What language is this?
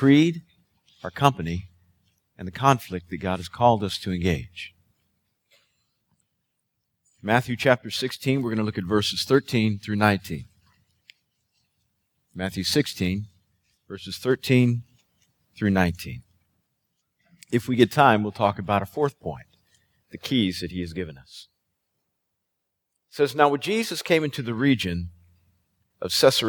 English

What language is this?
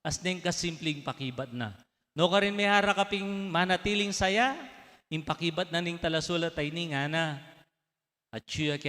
Pampanga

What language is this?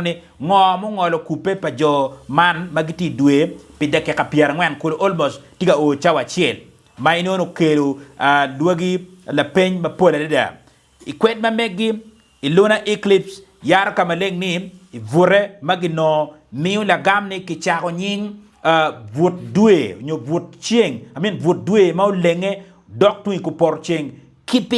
Acoli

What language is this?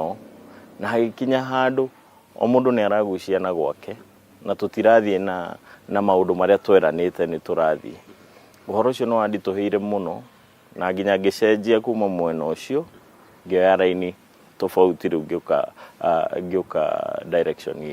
Kikuyu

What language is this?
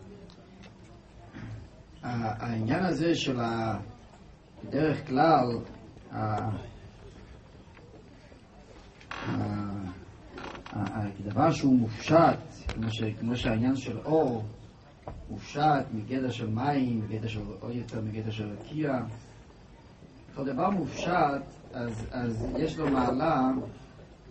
Hebrew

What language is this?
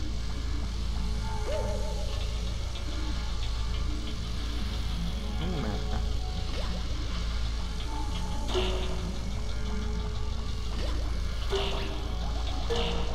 Italian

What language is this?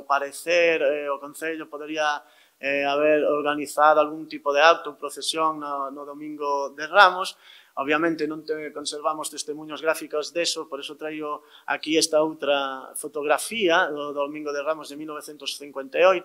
Galician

